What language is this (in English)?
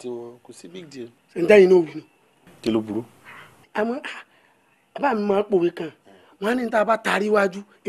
Yoruba